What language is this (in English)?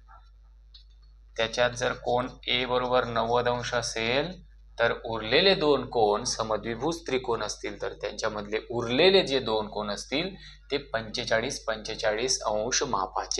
Marathi